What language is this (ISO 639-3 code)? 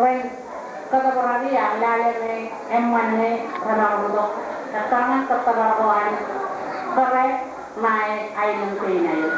mah